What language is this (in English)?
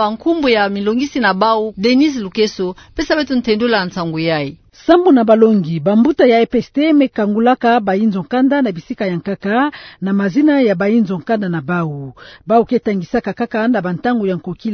Kituba (Democratic Republic of Congo)